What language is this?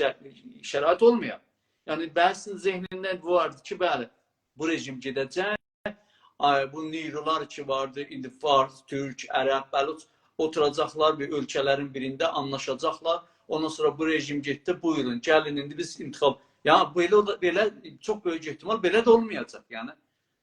South Azerbaijani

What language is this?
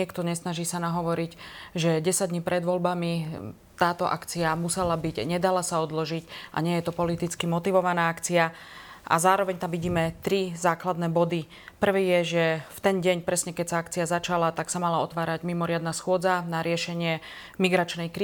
Slovak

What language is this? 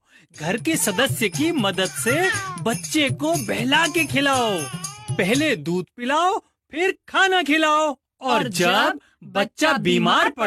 Hindi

